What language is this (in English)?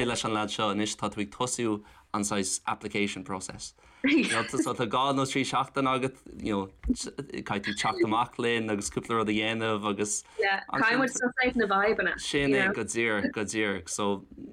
Irish